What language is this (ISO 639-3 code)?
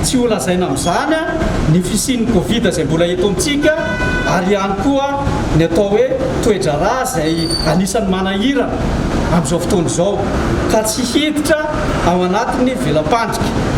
mlg